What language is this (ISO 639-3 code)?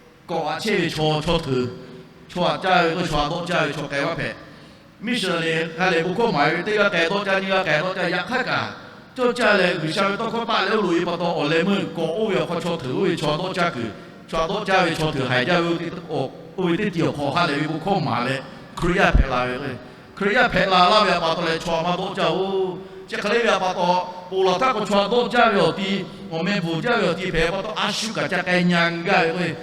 lhu